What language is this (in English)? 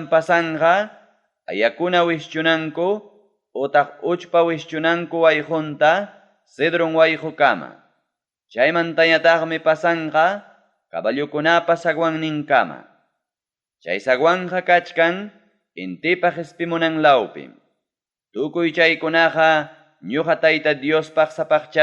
Ayacucho Quechua